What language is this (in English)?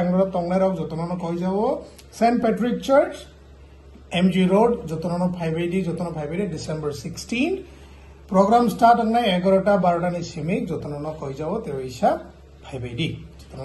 Kok Borok